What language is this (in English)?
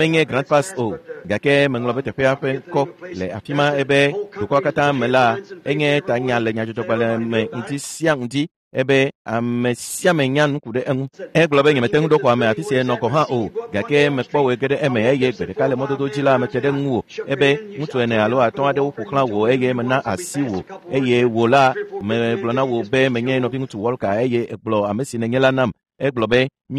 Ewe